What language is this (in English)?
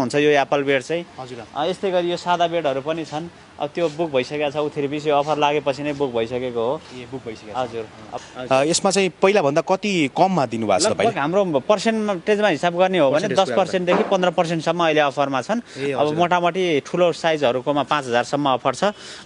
Nepali